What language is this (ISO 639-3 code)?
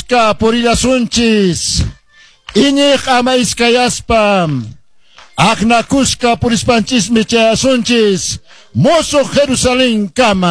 que